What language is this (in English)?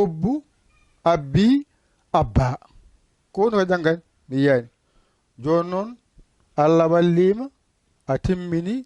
Fula